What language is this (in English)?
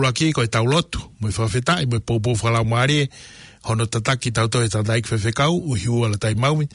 Tongan